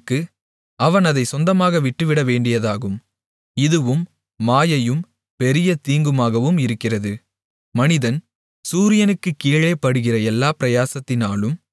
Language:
Tamil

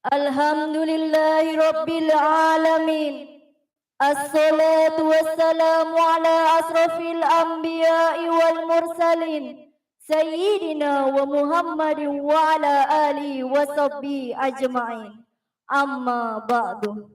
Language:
Madurese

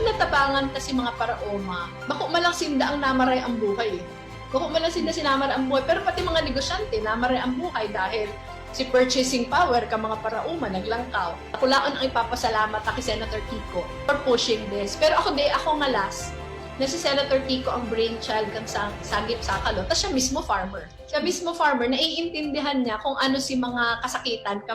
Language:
Bikol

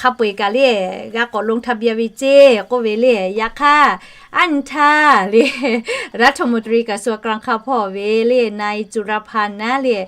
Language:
Lahu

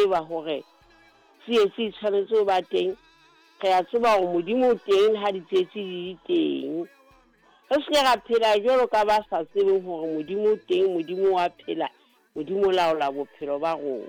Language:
Southern Sotho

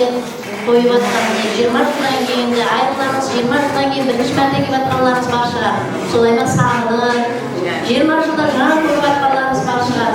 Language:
Kara-Kalpak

